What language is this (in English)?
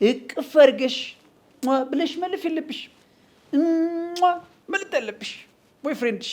Amharic